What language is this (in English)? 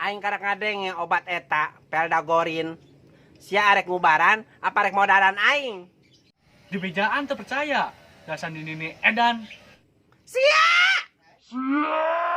Sundanese